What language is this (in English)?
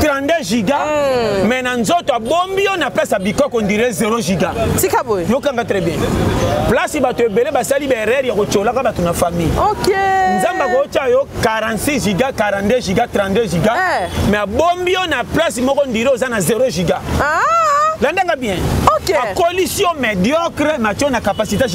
Lingala